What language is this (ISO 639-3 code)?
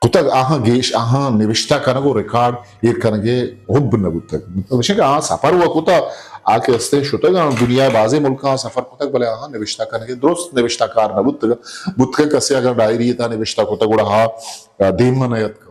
bgp